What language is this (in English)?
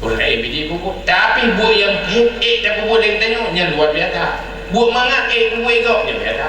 Achinese